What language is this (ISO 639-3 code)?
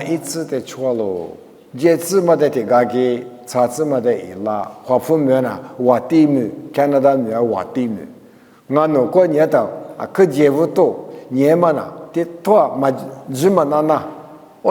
lis